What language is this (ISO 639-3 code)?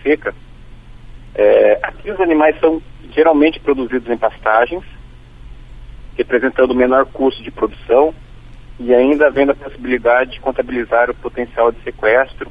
por